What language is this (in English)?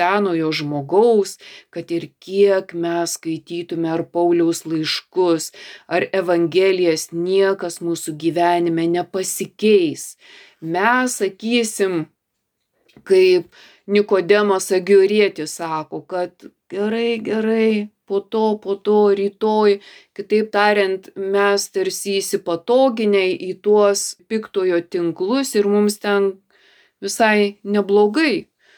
Lithuanian